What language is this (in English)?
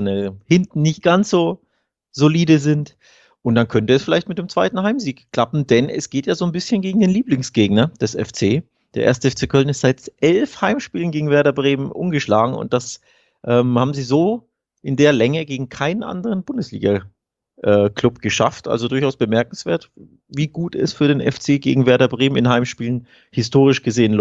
German